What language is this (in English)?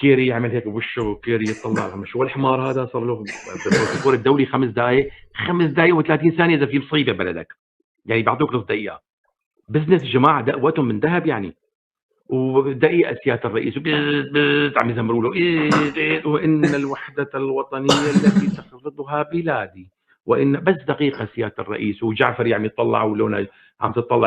North Levantine Arabic